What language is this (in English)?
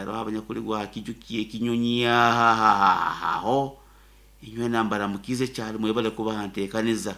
Nyankole